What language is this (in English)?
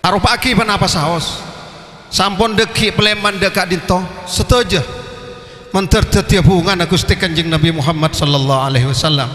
Madurese